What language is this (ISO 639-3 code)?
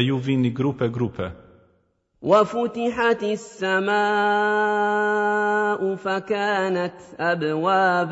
sqi